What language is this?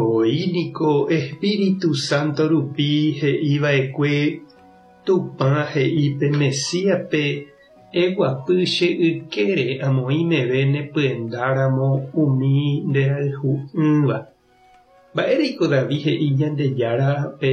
Guarani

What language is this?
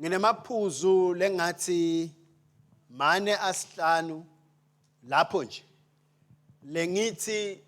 Swati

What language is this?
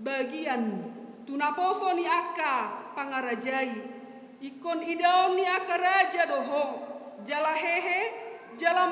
Batak Toba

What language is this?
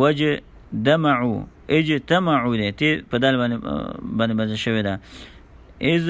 Pashto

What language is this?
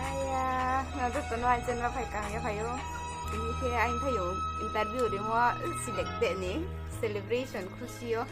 Riang (India)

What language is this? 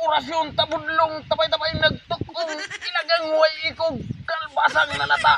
Cebuano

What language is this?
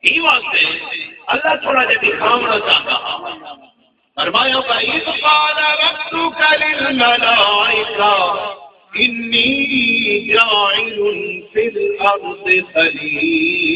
Saraiki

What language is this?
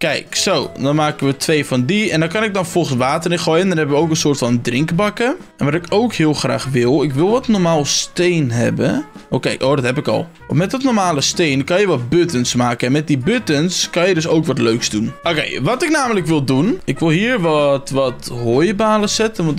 Dutch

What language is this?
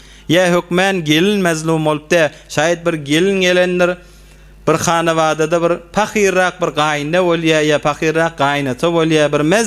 Turkmen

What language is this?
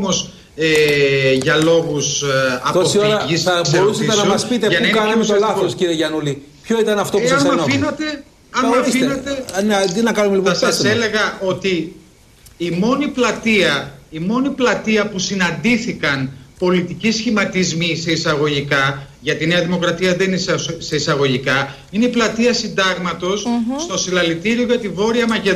Greek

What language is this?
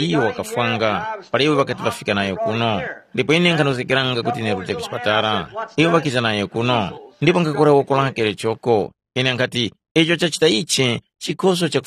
Tumbuka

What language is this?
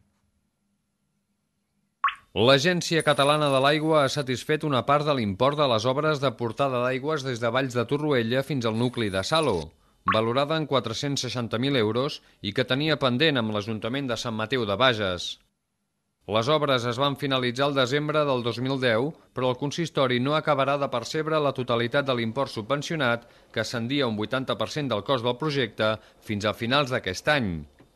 Catalan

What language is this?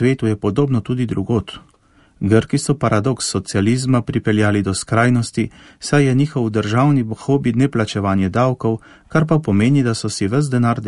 Slovenian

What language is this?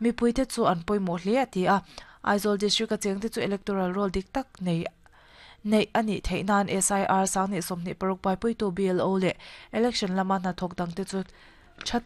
Mizo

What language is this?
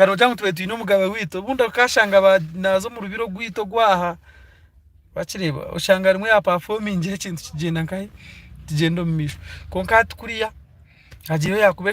Nyankole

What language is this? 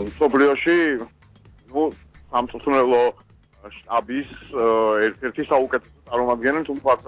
Georgian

